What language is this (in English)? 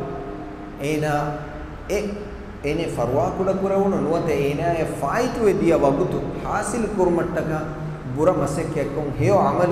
Divehi